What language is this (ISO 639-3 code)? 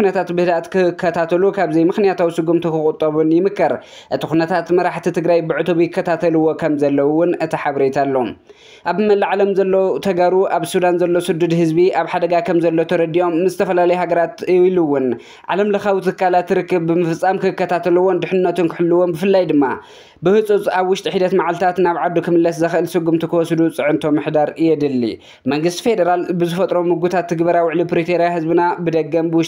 tir